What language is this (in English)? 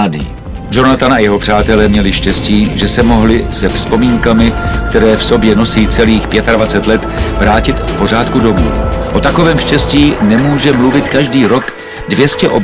Czech